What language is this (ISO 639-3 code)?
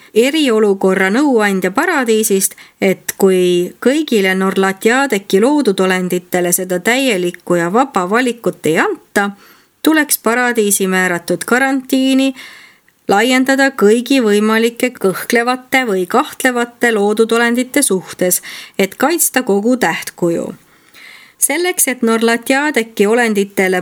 est